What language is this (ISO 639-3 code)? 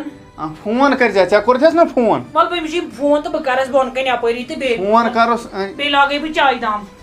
kas